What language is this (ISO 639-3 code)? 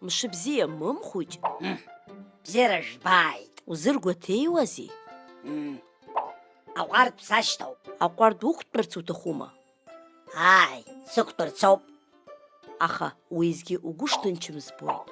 abk